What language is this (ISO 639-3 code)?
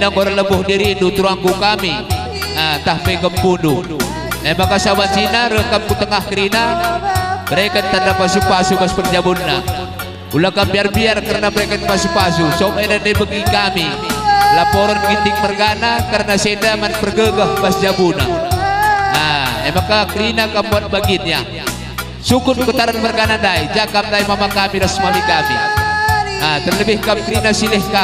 btx